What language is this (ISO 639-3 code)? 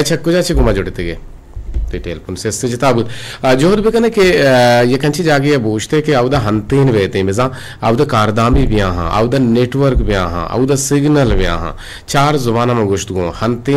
bgp